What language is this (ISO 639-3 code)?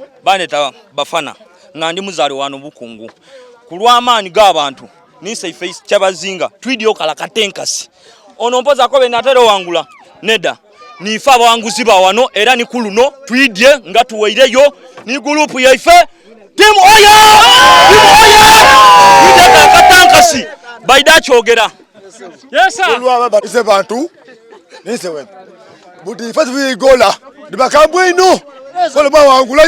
xog